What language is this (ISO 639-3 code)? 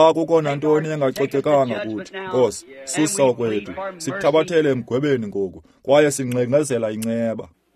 xho